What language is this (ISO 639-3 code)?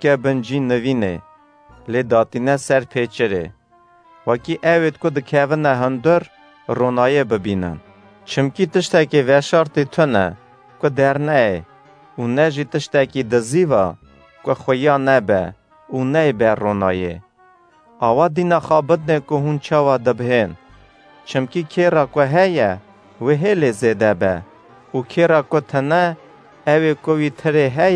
kur